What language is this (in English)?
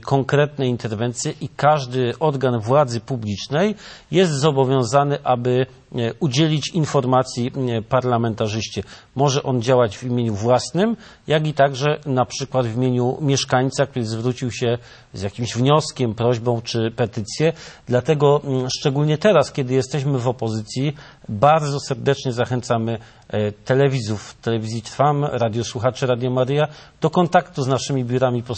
Polish